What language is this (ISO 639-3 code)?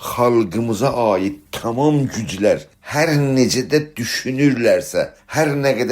azb